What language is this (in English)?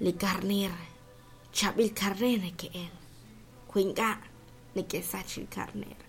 Kekchí